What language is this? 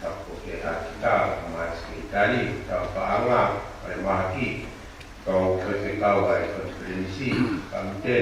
Tongan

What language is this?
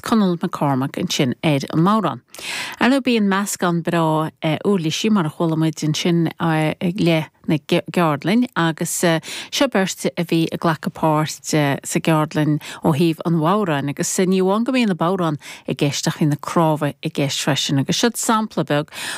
Irish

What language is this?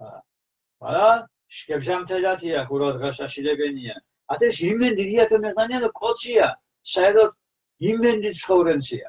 Mingrelian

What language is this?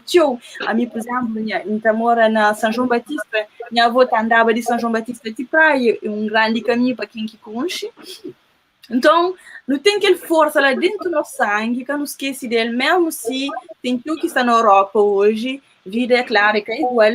Kabuverdianu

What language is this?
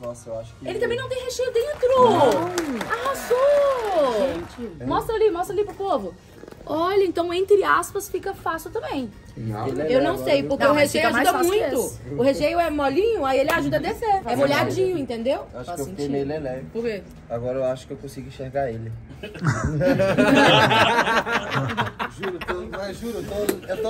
Portuguese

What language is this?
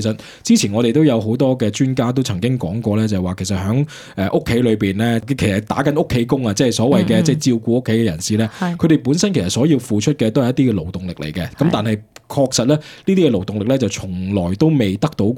Cantonese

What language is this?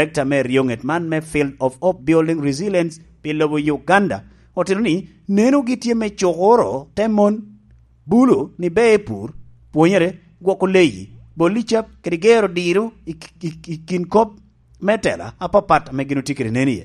Lango (Uganda)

